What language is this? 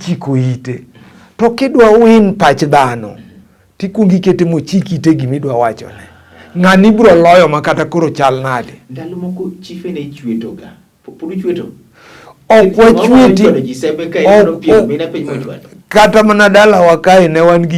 Luo (Kenya and Tanzania)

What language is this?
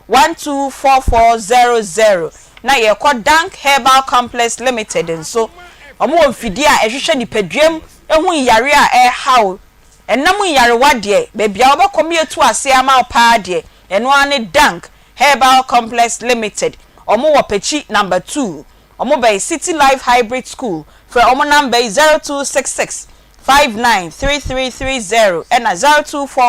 Akan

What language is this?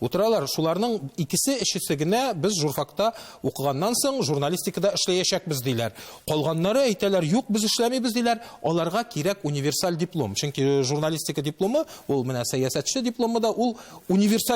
Tatar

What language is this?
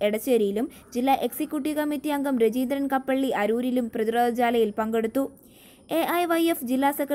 Malayalam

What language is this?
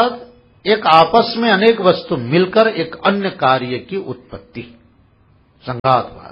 Hindi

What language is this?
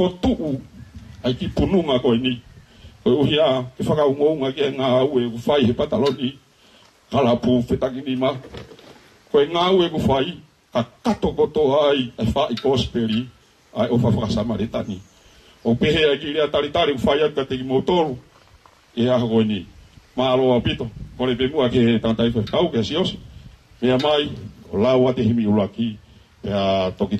Tongan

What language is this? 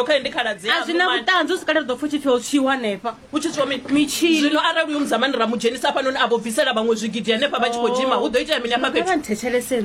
Venda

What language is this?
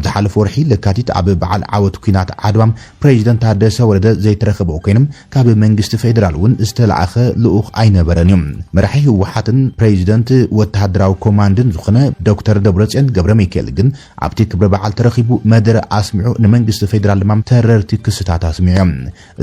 Tigrinya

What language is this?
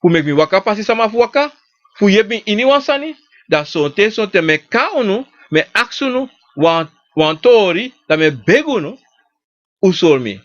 Sranan Tongo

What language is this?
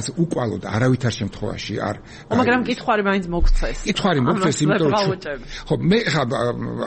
Georgian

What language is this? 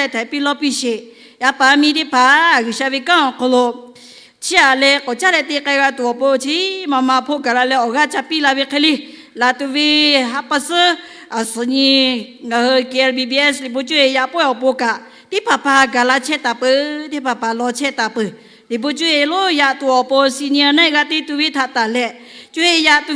Lahu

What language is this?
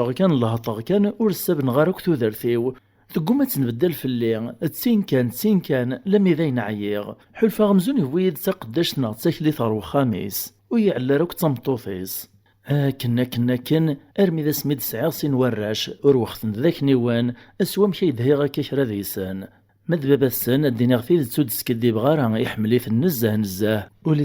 Kabyle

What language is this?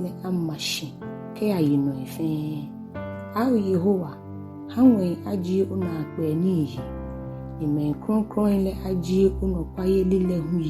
Ga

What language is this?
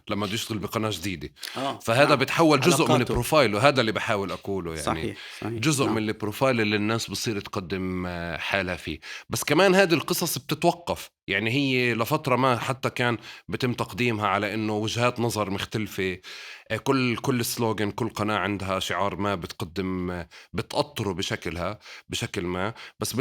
North Levantine Arabic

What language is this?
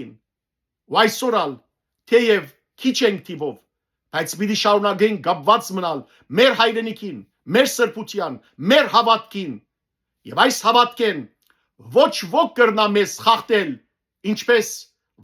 Western Armenian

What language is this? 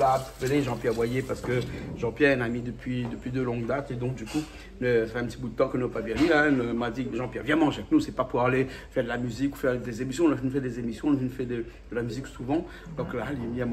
Réunion Creole French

